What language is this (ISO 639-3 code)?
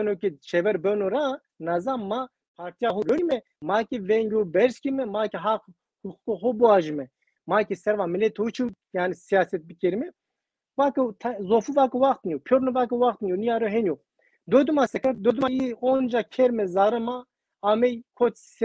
zza